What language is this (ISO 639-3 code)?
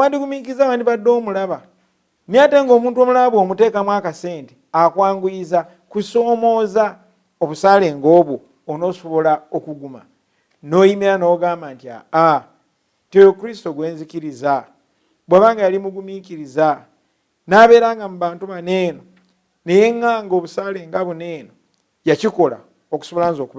lug